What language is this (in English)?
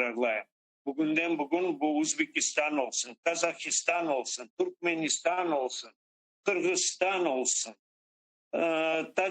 Crimean Tatar